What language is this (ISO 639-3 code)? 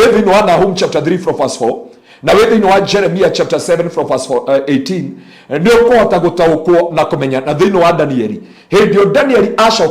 kik